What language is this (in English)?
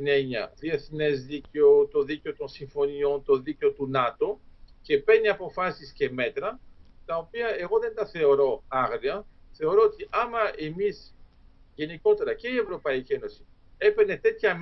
Greek